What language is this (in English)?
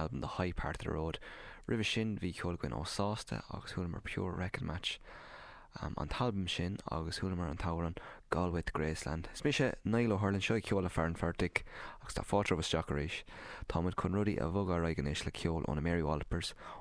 Irish